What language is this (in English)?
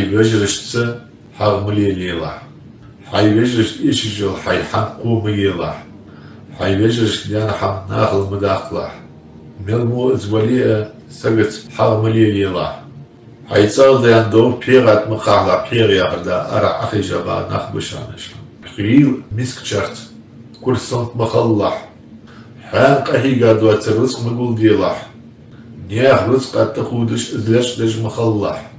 Ingush